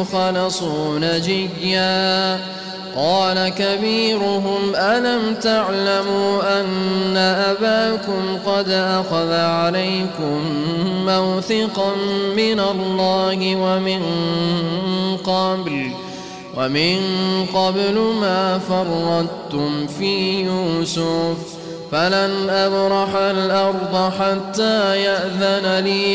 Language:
Arabic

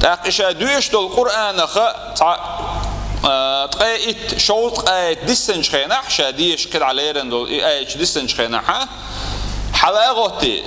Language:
Chechen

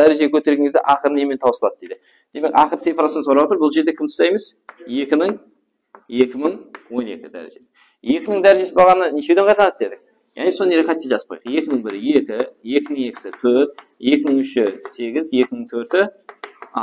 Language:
Kara-Kalpak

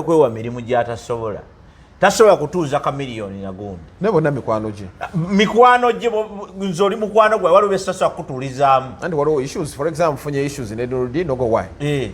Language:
Ganda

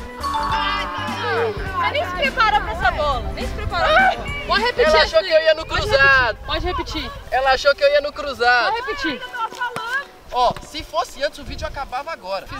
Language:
Portuguese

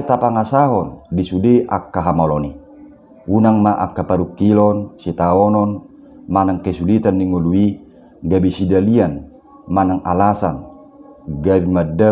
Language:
Batak Toba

